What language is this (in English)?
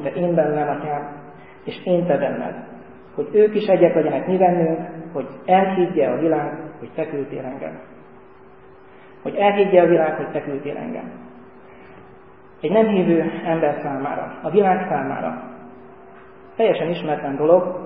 Hungarian